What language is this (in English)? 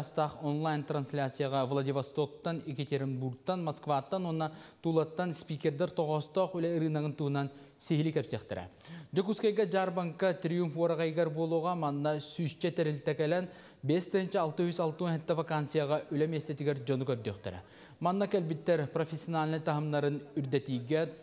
Yakut